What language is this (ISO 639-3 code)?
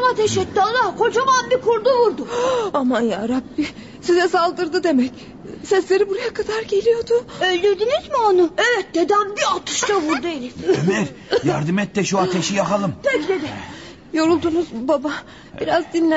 tur